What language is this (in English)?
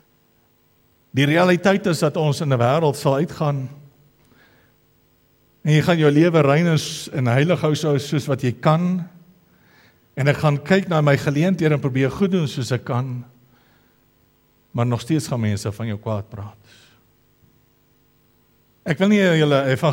Afrikaans